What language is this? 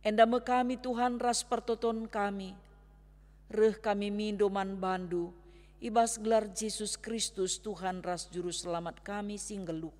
Batak Karo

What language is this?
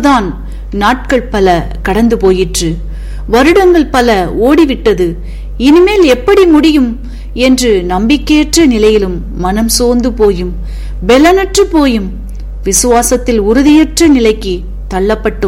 Tamil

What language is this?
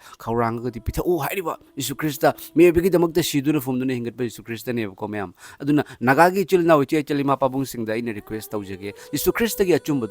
Manipuri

